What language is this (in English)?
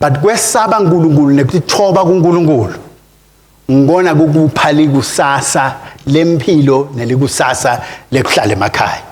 Swati